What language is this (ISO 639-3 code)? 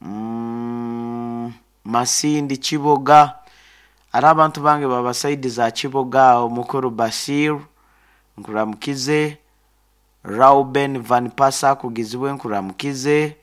nyo